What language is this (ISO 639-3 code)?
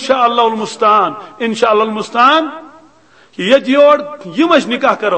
kas